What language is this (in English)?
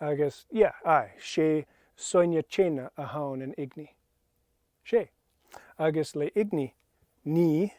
Scottish Gaelic